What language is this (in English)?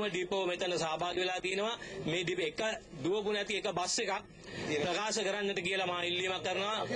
Sinhala